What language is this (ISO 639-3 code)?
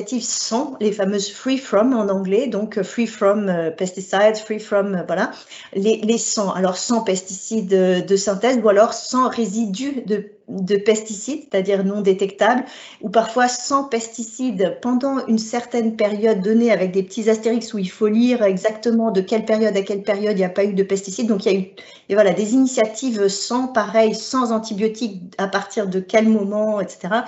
fra